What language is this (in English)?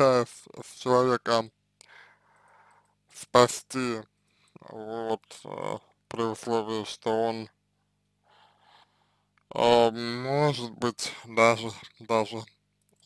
Russian